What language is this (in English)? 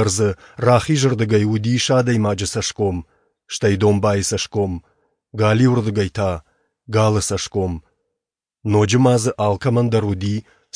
Ossetic